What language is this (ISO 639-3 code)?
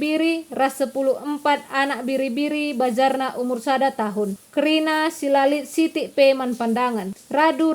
btx